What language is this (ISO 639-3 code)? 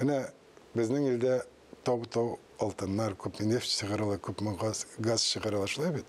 tat